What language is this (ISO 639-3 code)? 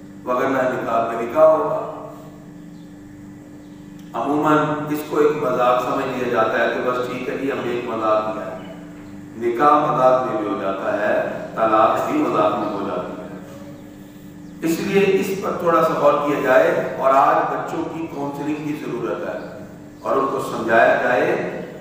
urd